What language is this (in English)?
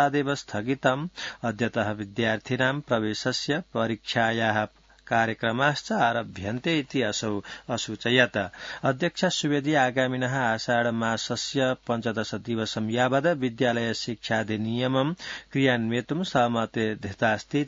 Sanskrit